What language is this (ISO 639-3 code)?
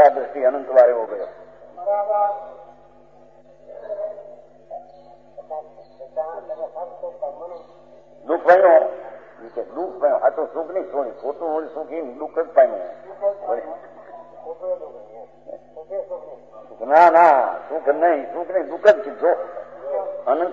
guj